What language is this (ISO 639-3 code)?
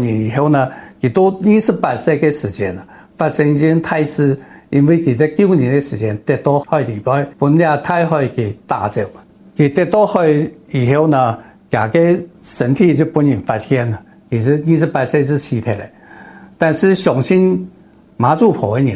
nan